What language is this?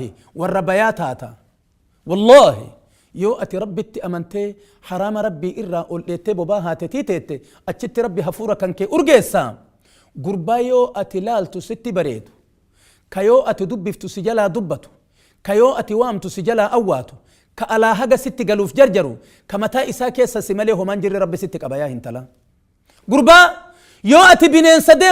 Oromo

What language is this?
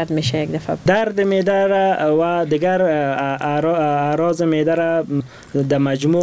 Persian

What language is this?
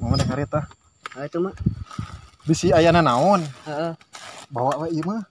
Sundanese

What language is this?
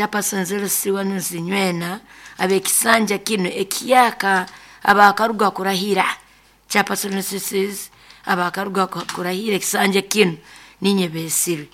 Nyoro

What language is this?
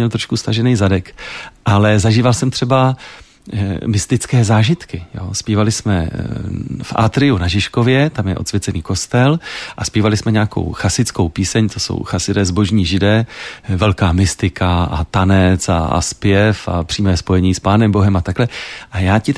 Czech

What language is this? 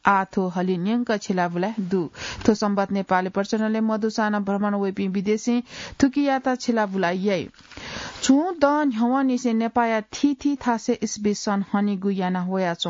Newari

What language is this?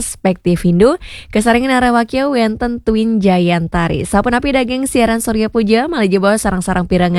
Balinese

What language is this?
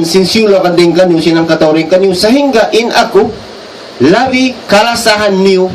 Tausug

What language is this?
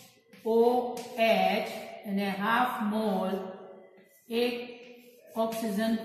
Gujarati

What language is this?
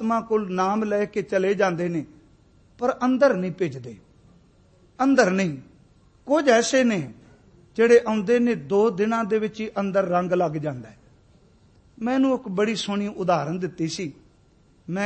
Punjabi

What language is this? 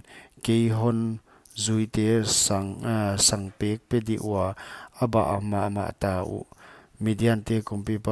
Paite Chin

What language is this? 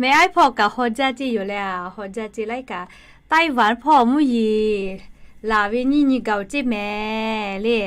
Lahu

